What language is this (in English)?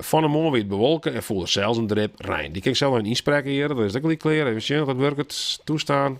Western Frisian